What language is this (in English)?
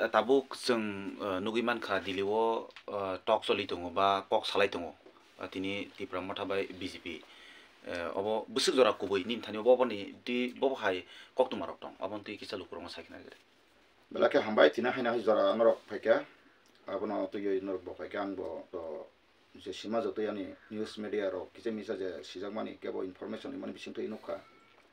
Kok Borok